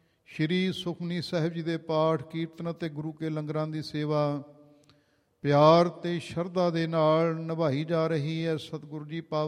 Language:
Punjabi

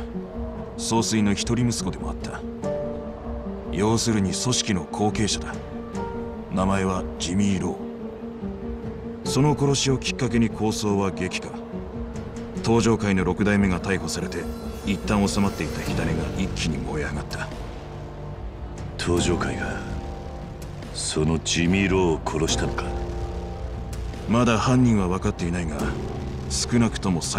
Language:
Japanese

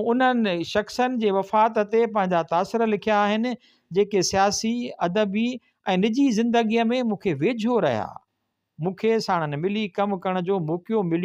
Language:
Sindhi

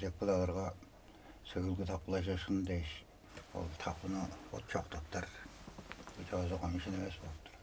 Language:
Tuvinian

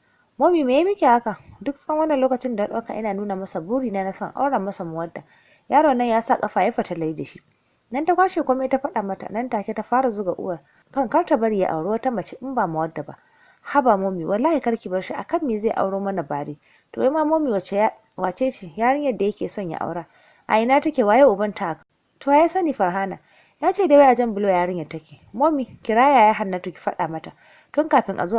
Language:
Hausa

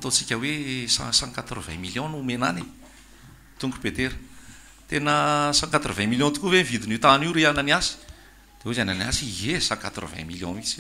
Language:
Malagasy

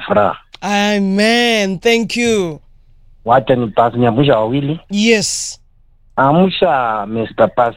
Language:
Swahili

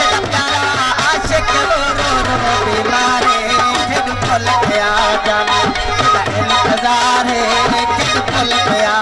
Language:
Saraiki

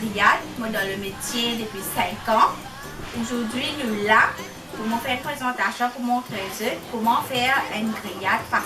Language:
Morisyen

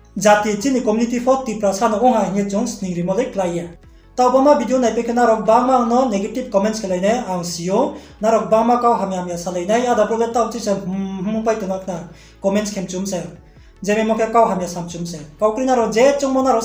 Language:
Riang (India)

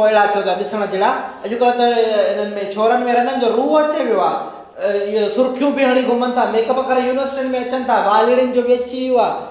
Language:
Sindhi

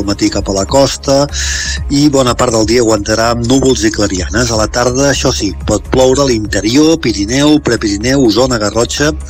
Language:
Catalan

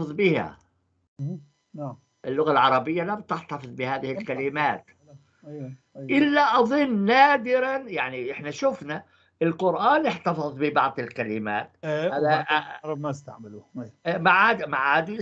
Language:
North Levantine Arabic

